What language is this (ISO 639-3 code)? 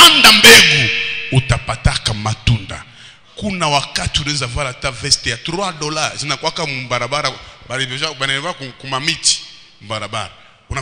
swa